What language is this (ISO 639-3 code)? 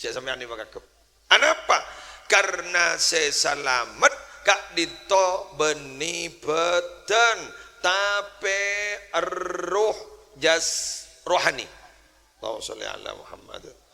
mad